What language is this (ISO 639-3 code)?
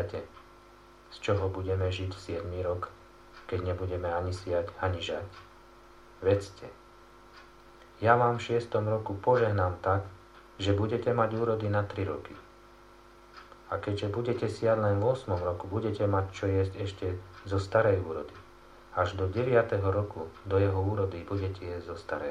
slk